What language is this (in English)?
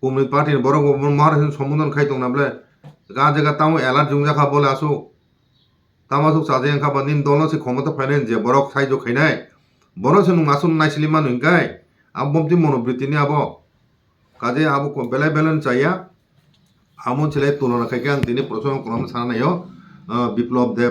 Kok Borok